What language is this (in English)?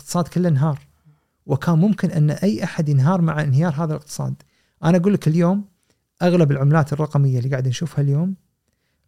Gulf Arabic